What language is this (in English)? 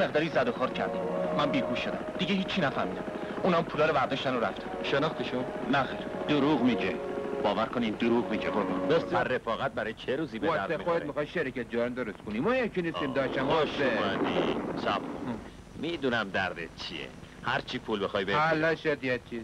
Persian